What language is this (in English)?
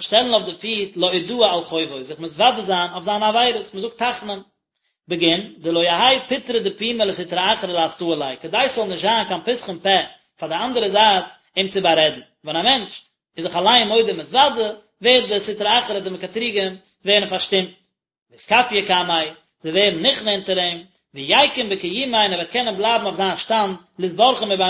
Yiddish